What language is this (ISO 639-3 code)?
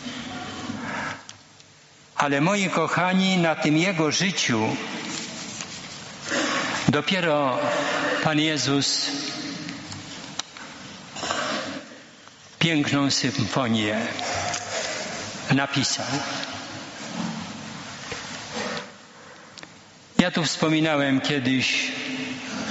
pol